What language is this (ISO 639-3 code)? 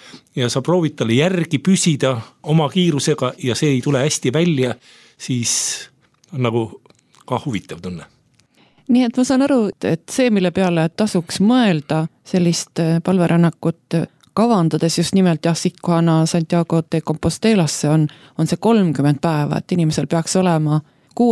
est